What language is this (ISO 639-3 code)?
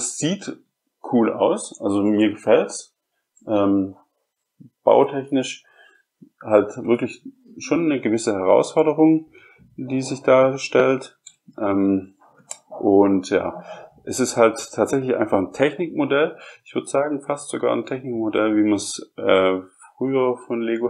deu